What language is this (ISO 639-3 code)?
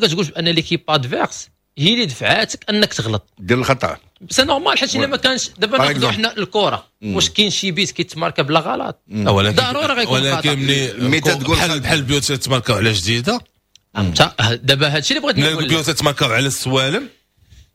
ary